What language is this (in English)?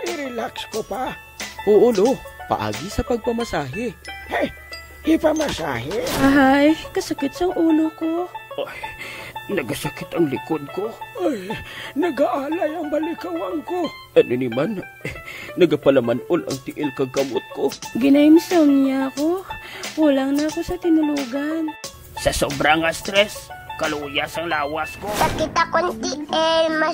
Hiligaynon